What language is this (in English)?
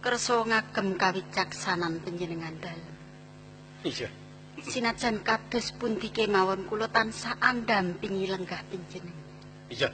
Javanese